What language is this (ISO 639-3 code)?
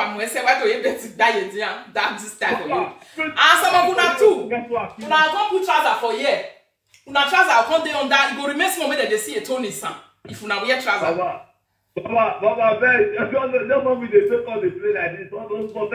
pcm